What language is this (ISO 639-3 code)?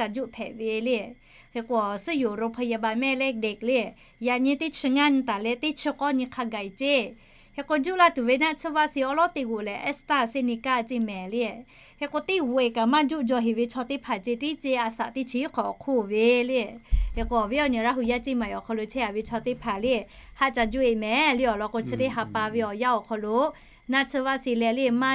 lhu